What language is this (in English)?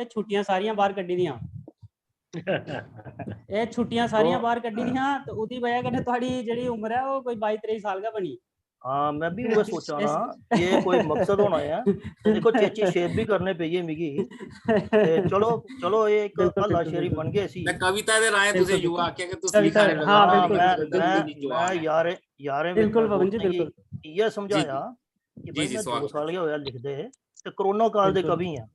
Dogri